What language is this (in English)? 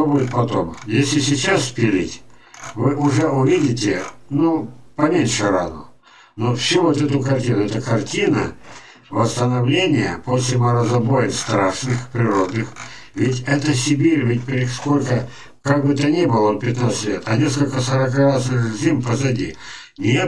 Russian